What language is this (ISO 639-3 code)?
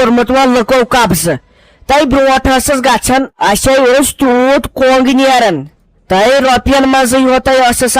kas